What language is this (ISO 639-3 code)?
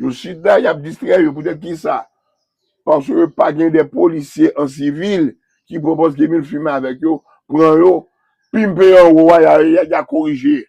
hat